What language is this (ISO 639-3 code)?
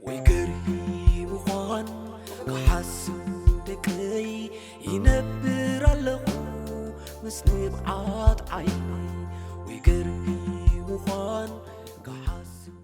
tir